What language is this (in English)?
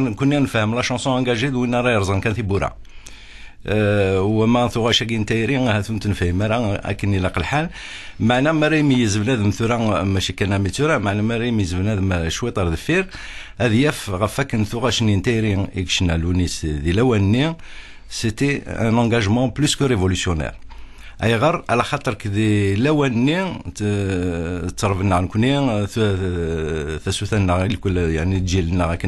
Kabyle